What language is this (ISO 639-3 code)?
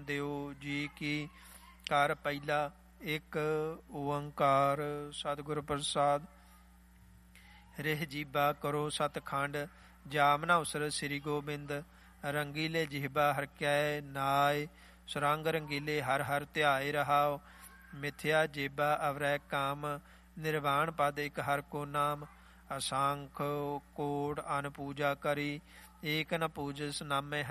pan